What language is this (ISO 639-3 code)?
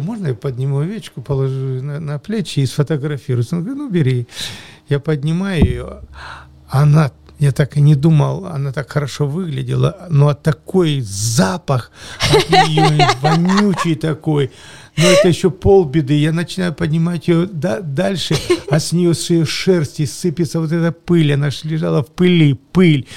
rus